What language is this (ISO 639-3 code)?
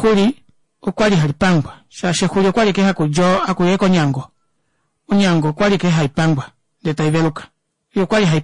kua